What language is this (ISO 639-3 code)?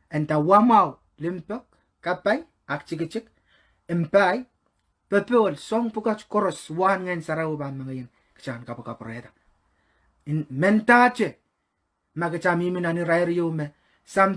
pon